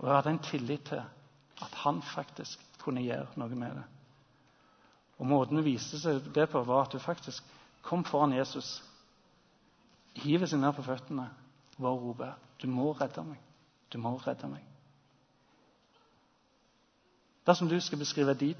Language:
Norwegian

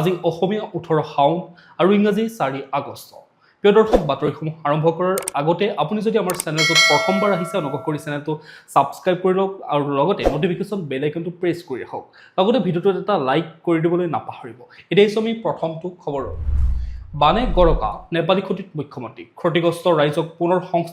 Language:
Assamese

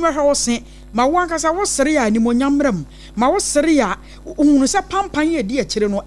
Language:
Akan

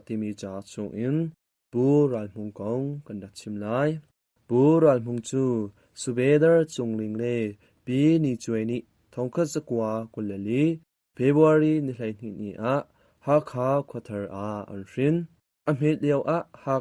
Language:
Hakha Chin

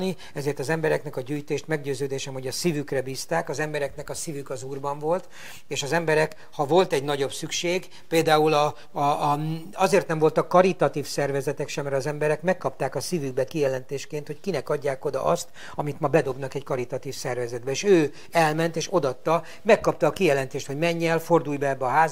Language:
Hungarian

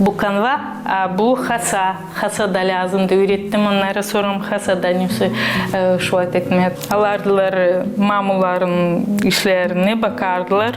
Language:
Gagauz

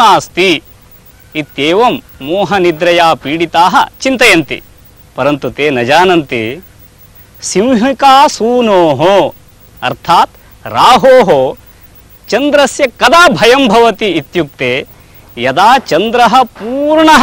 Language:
Sanskrit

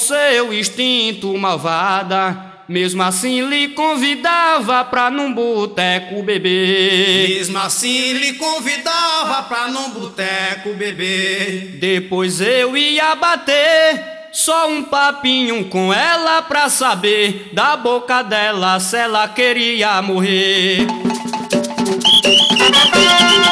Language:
Portuguese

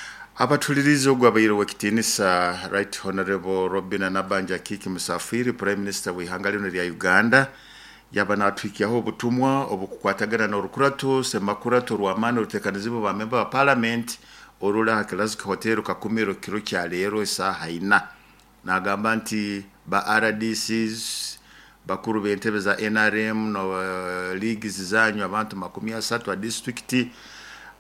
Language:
Nyoro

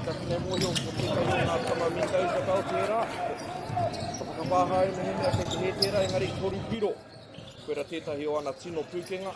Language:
Māori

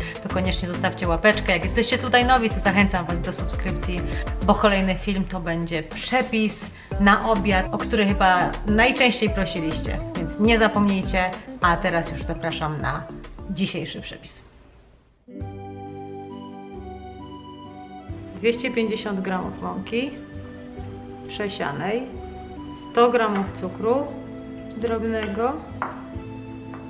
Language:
Polish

